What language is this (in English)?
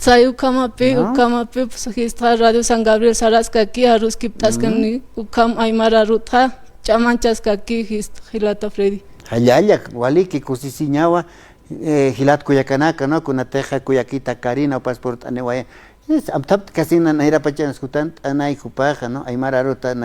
Aymara